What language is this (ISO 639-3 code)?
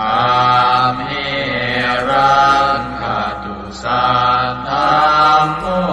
pli